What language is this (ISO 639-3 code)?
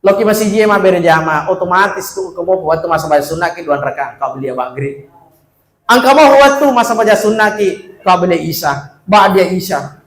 bug